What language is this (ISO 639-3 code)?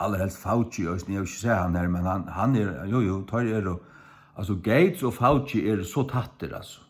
fao